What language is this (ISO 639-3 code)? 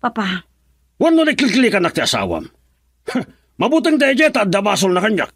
ilo